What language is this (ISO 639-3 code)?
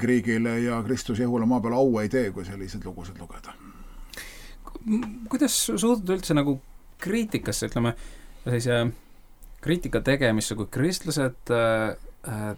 est